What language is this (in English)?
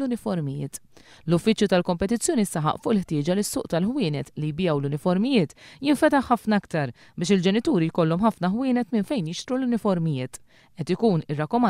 Maltese